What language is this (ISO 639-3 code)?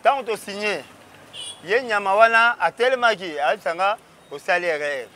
lin